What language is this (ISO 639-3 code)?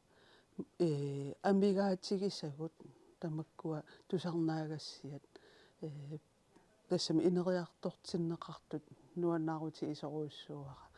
kal